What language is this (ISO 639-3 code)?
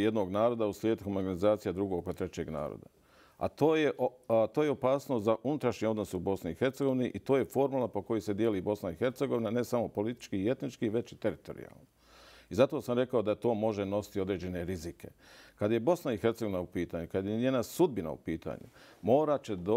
bos